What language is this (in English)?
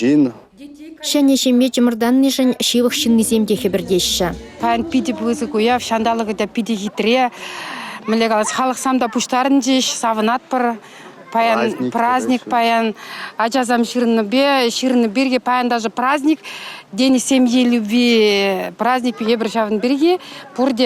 Chuvash